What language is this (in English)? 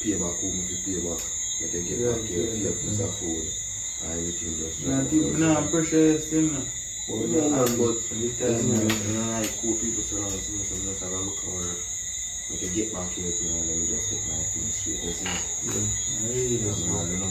Jamaican Creole English